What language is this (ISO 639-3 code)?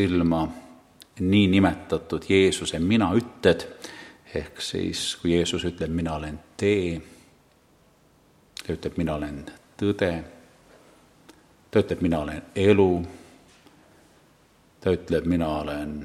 est